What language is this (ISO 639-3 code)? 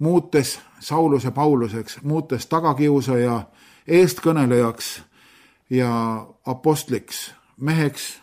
est